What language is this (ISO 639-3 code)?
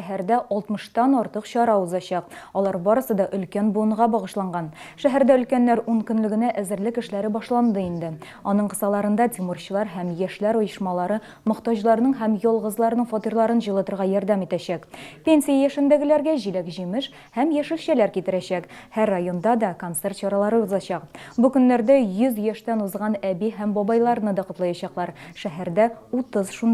tat